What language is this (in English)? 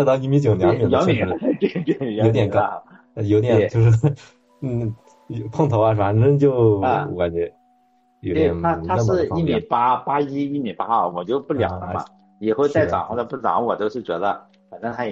Chinese